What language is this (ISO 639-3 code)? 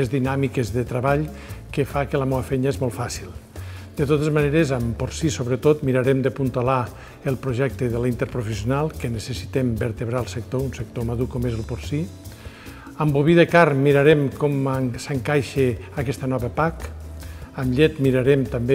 cat